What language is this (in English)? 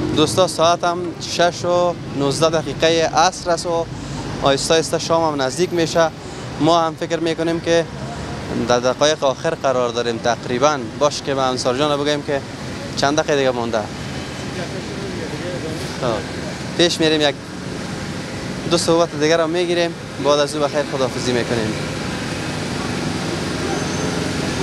Persian